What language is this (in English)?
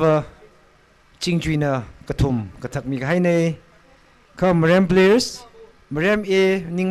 Tangkhul Naga (India)